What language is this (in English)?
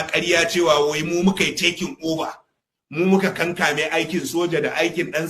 Hausa